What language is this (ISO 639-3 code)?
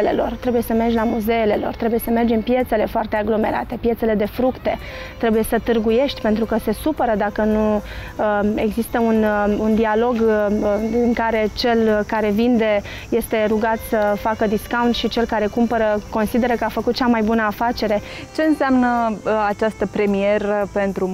ron